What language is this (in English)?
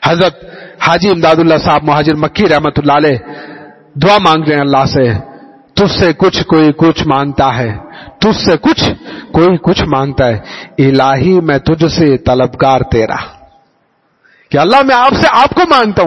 Urdu